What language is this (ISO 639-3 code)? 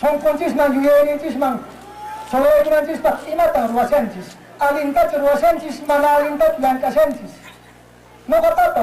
que